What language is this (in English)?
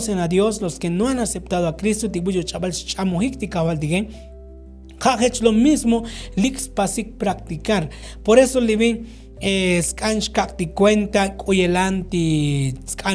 Tzotzil